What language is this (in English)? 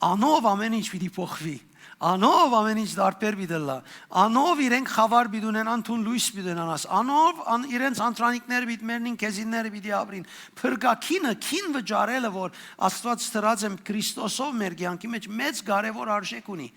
Western Armenian